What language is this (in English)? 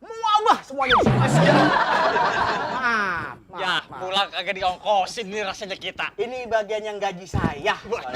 Betawi